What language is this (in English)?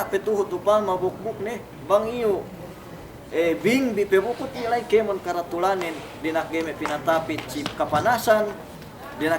Yakan